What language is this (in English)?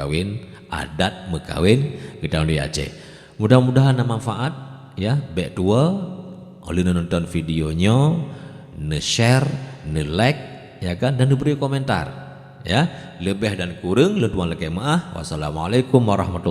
Achinese